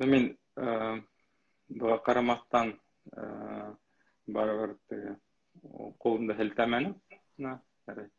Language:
Bashkir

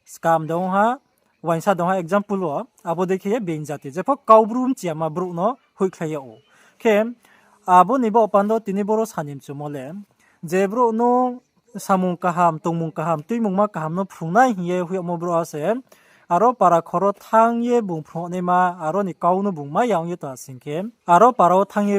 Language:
Riang (India)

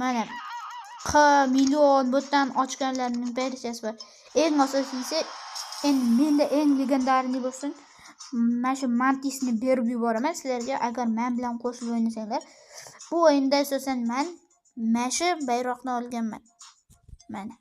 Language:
Uzbek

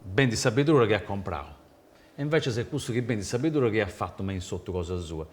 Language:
Sardinian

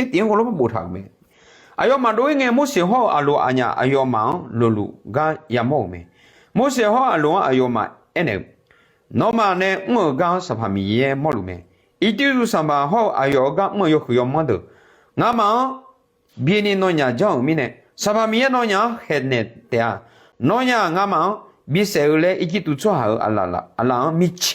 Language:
Akha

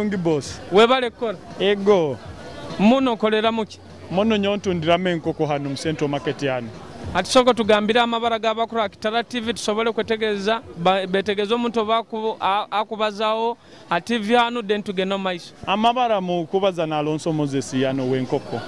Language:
Nyoro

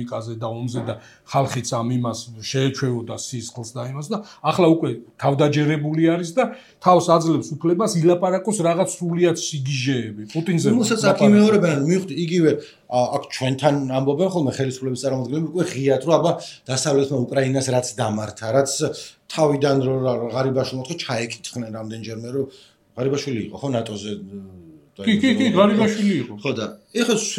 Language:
Georgian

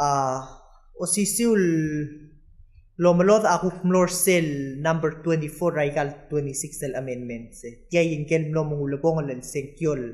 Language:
Palauan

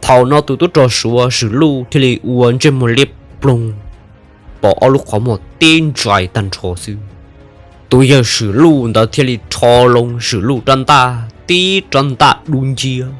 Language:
Hmong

